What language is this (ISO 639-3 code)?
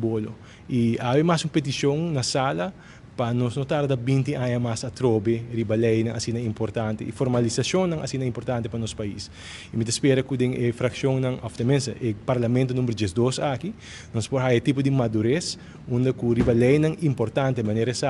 pap